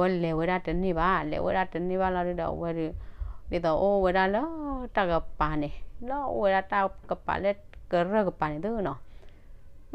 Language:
S'gaw Karen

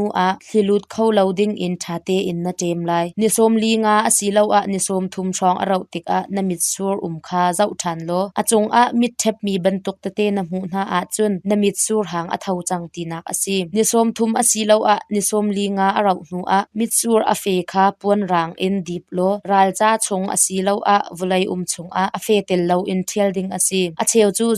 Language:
Hakha Chin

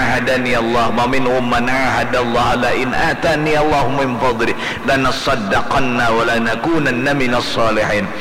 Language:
Banjar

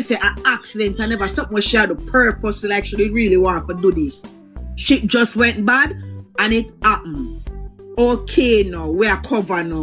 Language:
Jamaican Creole English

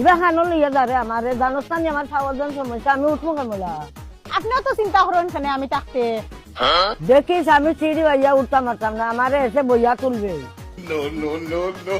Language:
Sylheti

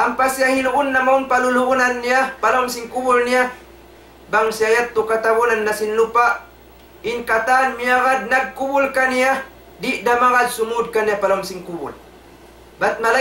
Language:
Tausug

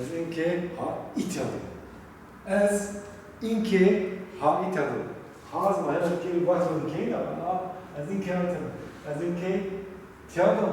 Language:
Zaza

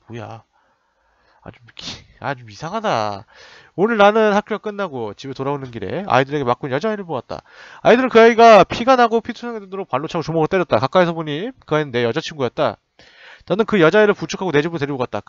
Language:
Korean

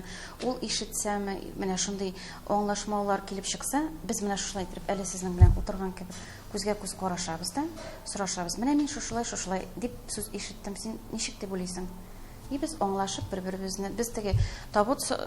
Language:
Tatar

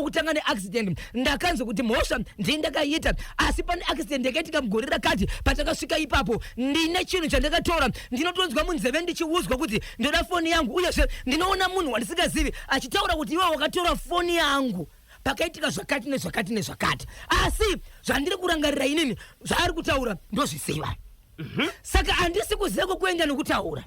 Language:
Shona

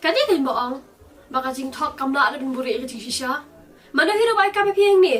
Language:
Khasi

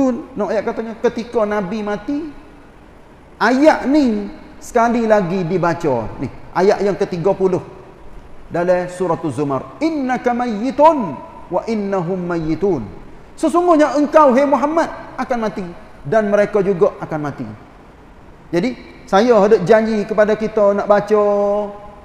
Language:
Malay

